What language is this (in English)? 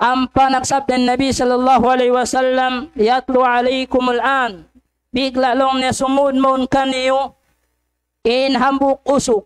Tausug